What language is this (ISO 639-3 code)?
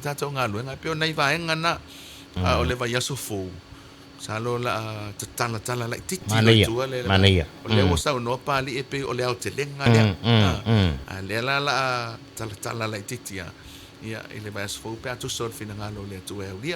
smo